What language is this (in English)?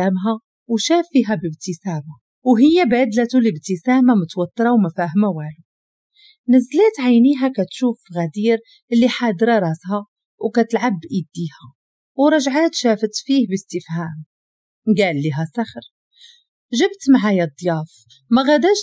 Moroccan Arabic